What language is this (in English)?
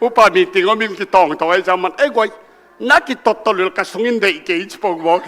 Tedim Chin